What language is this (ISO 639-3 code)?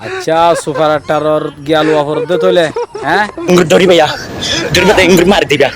rhg